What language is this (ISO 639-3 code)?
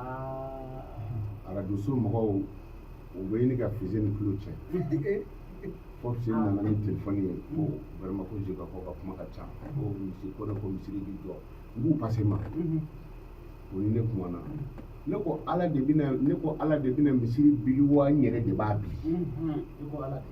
bam